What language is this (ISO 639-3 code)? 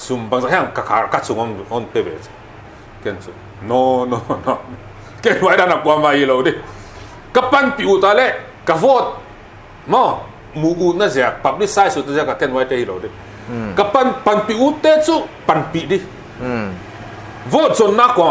pck